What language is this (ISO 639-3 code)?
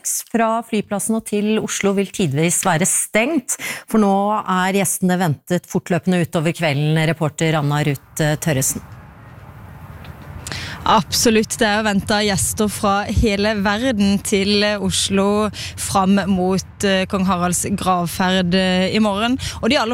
nor